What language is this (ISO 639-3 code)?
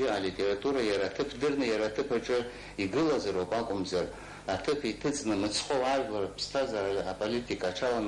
abk